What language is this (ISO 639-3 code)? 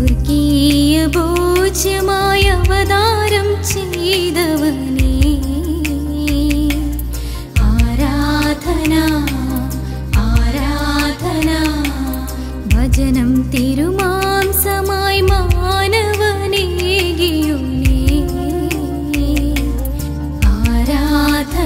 mal